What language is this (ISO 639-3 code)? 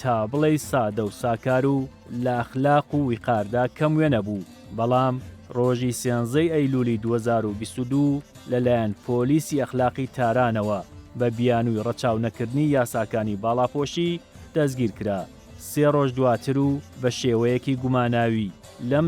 ckb